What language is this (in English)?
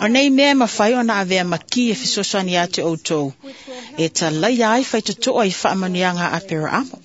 Samoan